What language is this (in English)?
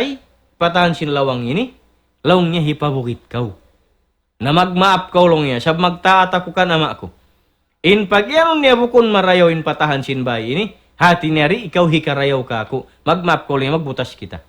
Tausug